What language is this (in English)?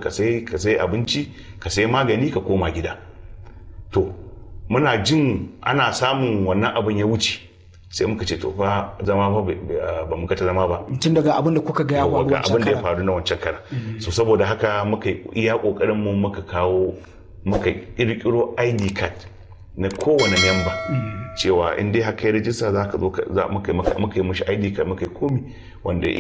Hausa